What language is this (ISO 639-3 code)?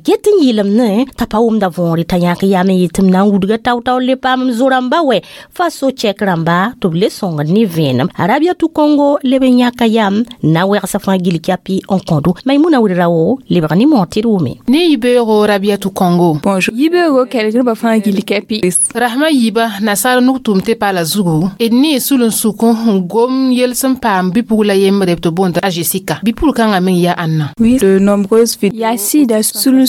mos